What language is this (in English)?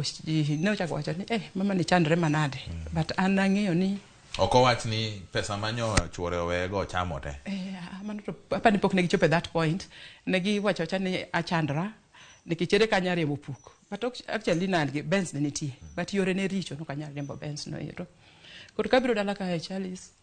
Luo (Kenya and Tanzania)